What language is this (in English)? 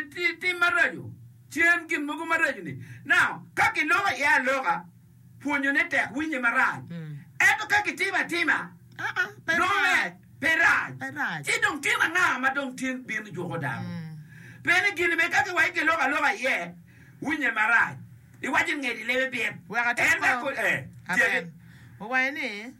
Acoli